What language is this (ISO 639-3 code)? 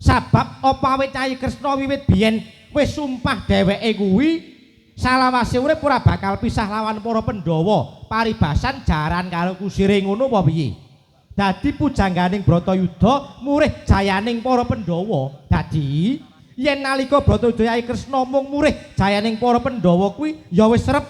jav